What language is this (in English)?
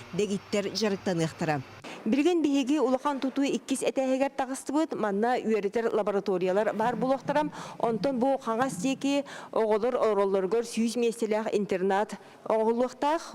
Yakut